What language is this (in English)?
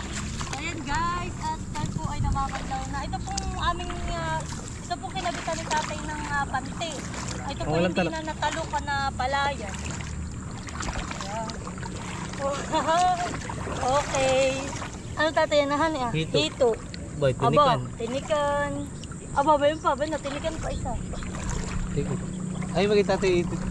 Filipino